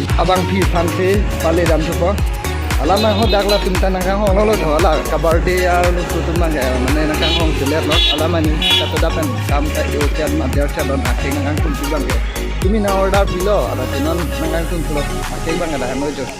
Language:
Karbi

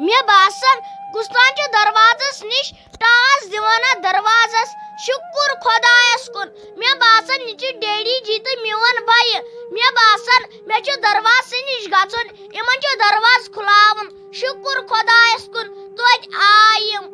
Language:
Kashmiri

